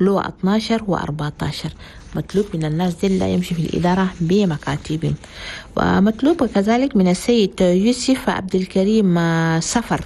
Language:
Chadian Arabic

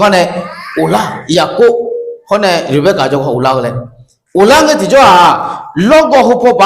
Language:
Akha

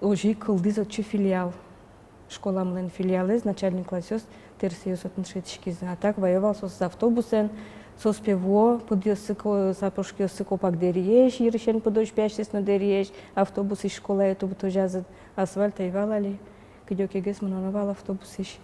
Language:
Udmurt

